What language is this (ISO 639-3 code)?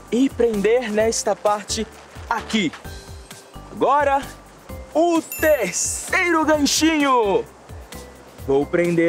por